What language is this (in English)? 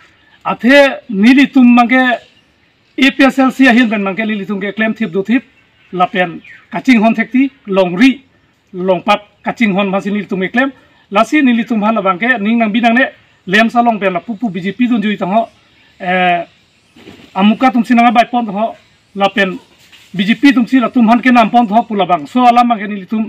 Karbi